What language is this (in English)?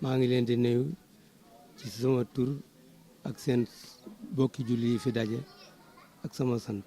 Wolof